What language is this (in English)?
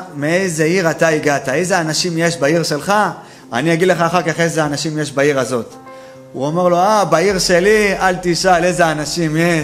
Hebrew